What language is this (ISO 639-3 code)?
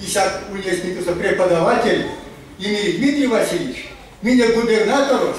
myv